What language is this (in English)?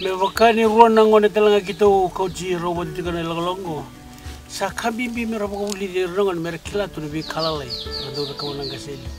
Fijian